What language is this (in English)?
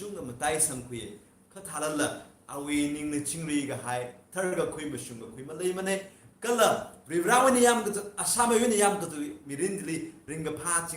Tangkhul Naga (India)